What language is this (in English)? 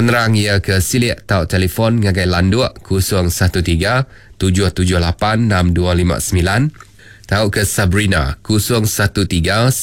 Iban